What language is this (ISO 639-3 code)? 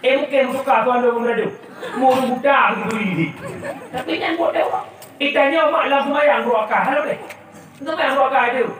ace